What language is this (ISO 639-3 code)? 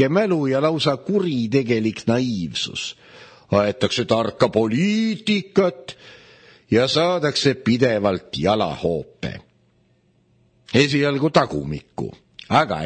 est